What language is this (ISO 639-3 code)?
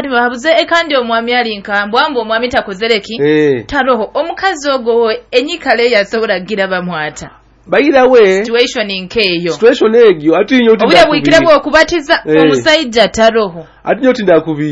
nyo